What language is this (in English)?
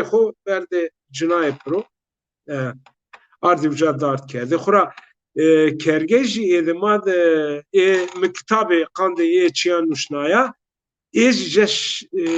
Zaza